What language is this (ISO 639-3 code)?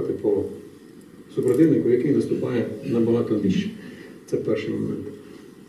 ukr